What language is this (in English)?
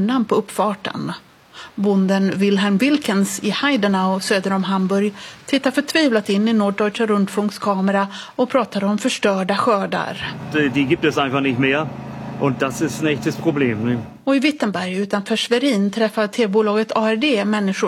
Swedish